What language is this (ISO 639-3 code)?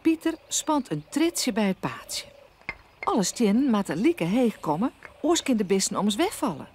fry